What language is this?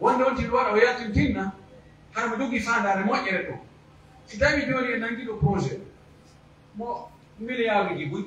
Pular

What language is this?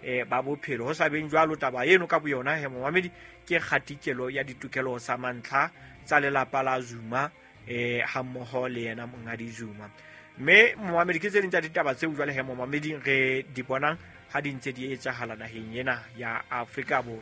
Southern Sotho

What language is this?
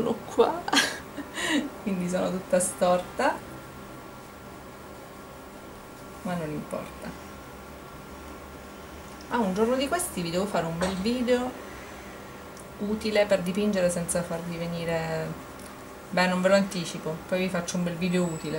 Italian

